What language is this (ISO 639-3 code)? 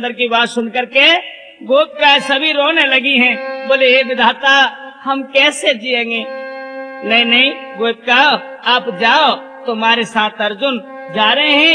hin